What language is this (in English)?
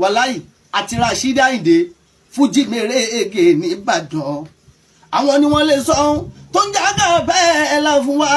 Yoruba